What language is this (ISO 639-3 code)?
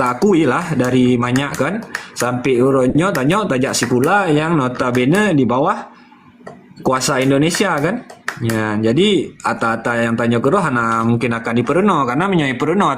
ace